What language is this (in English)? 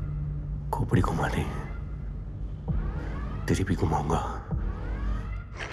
Hindi